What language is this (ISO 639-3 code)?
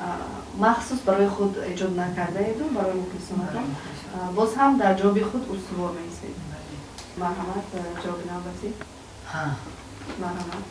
tgk